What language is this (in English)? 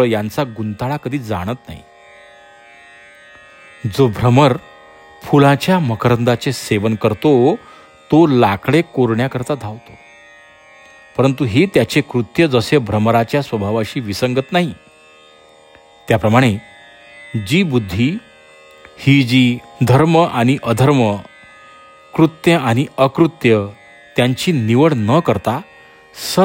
Marathi